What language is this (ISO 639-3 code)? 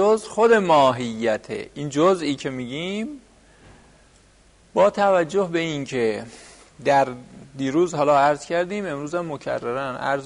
fas